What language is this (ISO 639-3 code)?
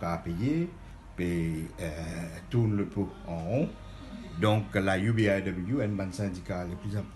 mfe